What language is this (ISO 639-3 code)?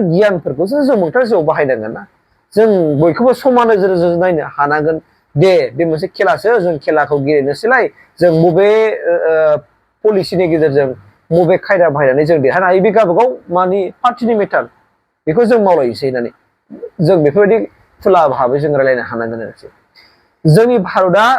brx